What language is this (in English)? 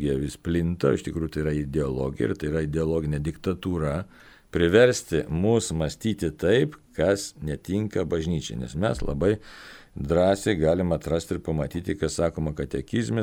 Lithuanian